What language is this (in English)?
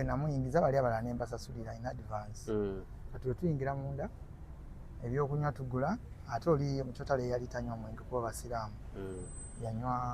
Ganda